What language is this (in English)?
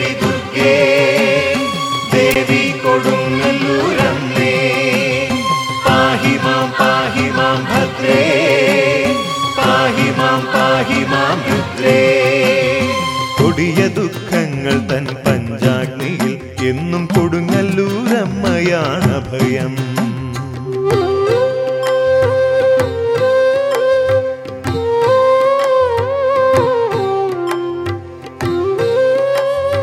Malayalam